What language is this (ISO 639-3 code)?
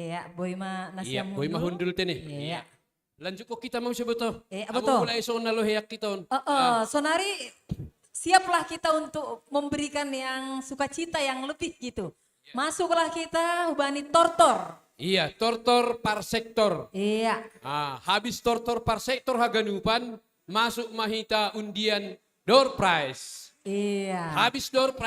bts